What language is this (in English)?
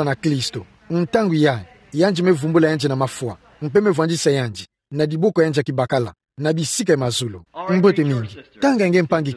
Kituba (Democratic Republic of Congo)